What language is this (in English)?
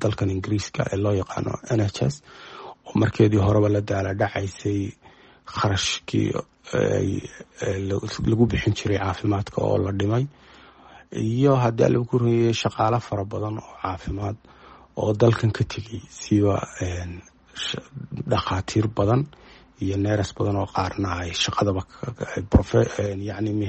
Somali